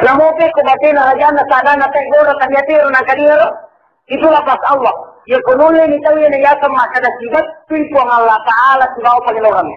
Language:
Buginese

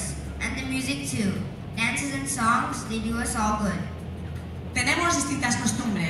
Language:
English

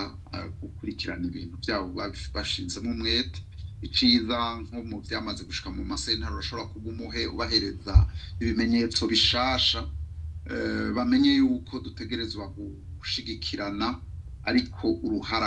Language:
Rundi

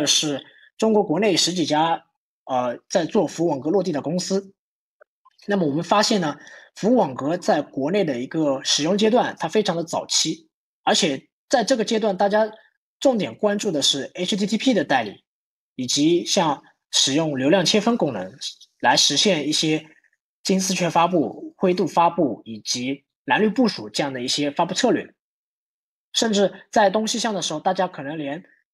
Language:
Chinese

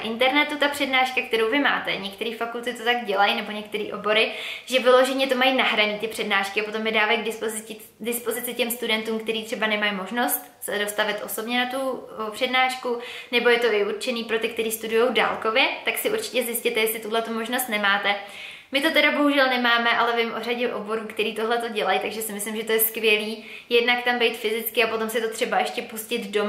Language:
Czech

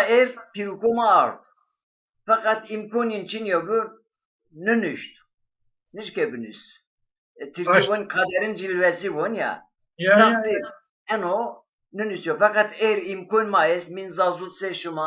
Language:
Zaza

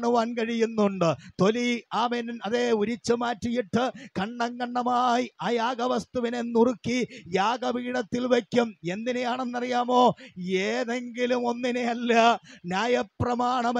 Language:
Malayalam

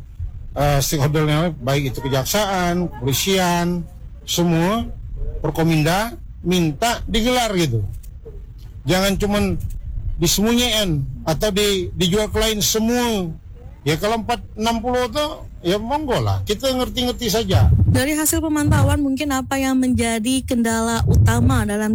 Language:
Indonesian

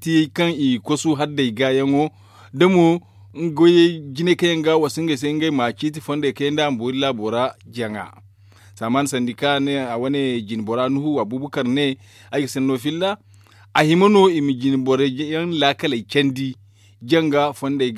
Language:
Zarma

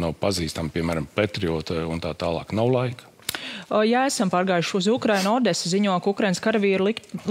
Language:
Latvian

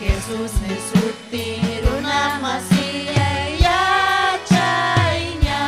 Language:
Ayacucho Quechua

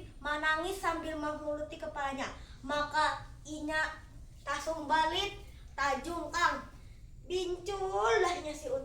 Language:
Banjar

